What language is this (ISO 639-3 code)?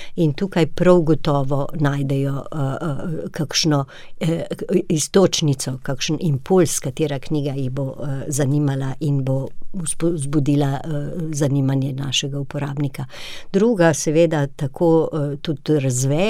slv